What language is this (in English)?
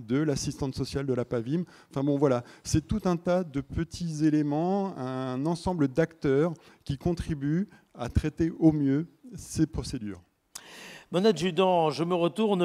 French